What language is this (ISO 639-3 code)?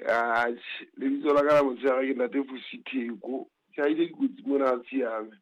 sot